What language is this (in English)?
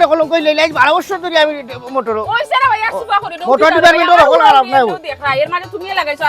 Sylheti